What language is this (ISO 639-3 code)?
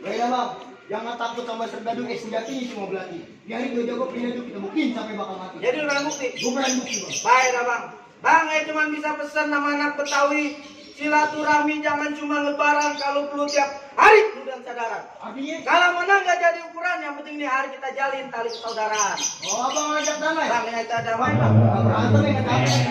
bew